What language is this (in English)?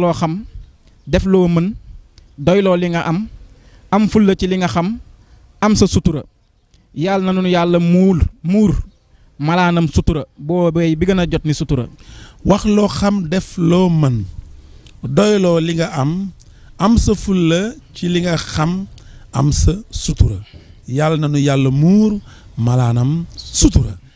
Wolof